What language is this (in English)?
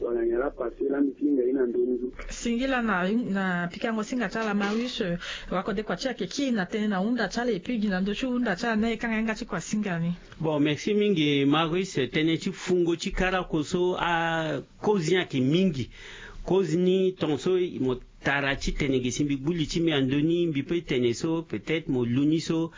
Sango